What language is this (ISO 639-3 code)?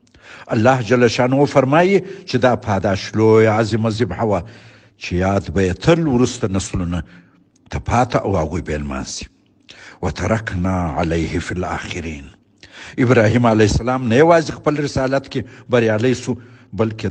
pus